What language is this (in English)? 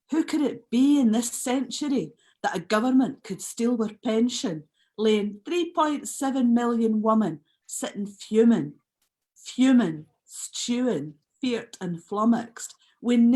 Scots